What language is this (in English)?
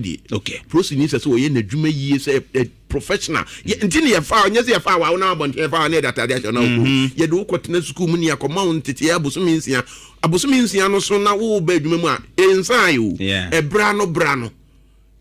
Akan